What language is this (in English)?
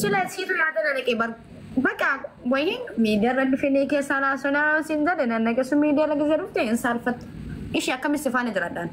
Oromo